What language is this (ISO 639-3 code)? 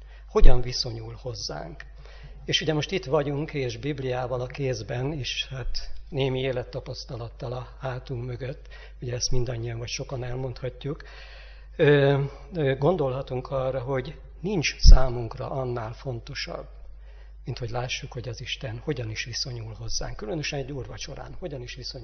hun